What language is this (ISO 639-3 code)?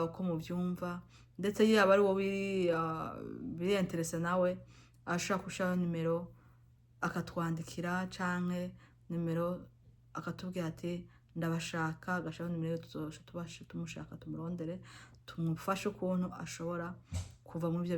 run